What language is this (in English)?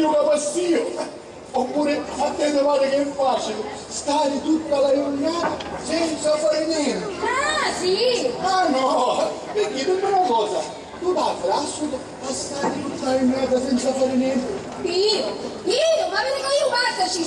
Sicilian